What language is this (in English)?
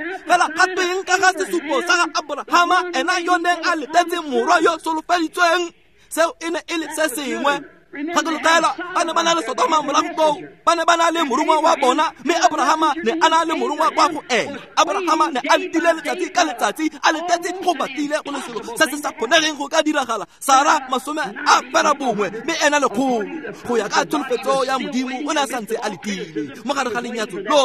Tswana